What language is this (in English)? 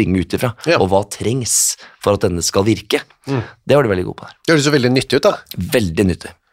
Norwegian